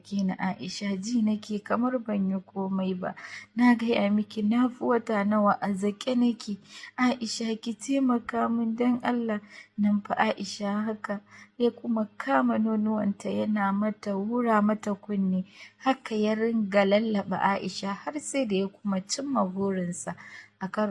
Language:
Hausa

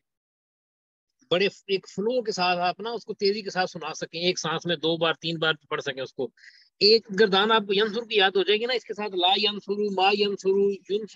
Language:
Urdu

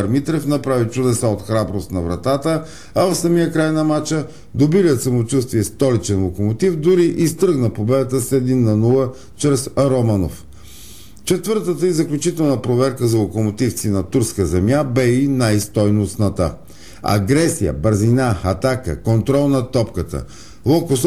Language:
Bulgarian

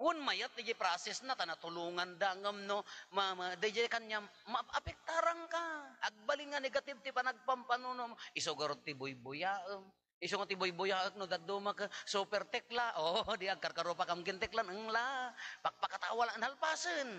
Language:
Iloko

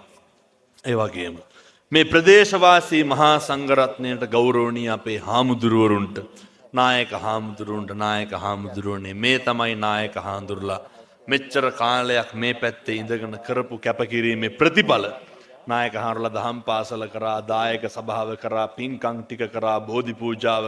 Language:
Sinhala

